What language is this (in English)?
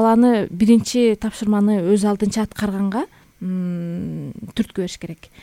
Kyrgyz